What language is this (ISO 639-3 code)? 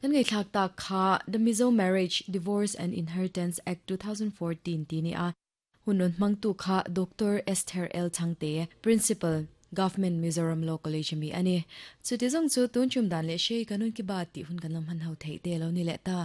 lus